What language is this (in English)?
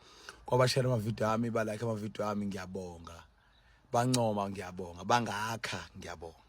Zulu